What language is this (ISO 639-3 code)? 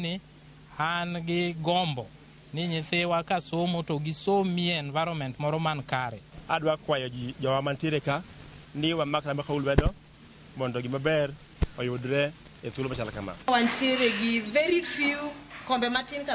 luo